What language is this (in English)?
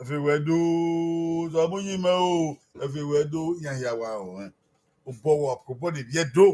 Bini